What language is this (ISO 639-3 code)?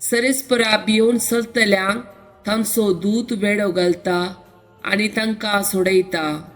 kok